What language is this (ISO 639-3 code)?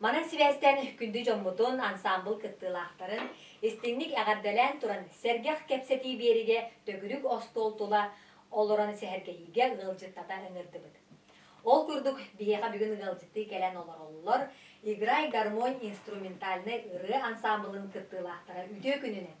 sah